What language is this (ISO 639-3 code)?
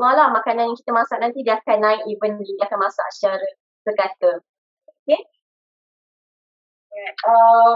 msa